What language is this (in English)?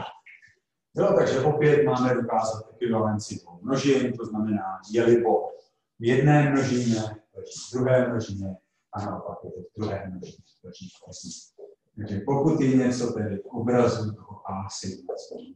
Czech